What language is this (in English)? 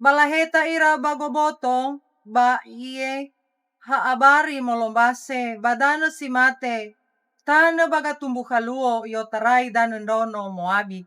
Nias